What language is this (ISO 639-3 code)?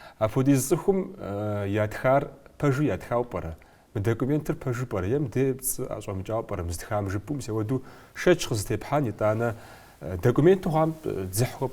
kbd